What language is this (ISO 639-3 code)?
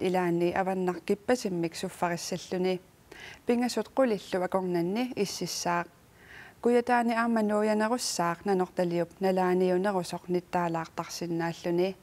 kal